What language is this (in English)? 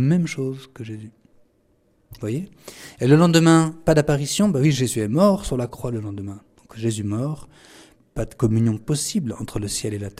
French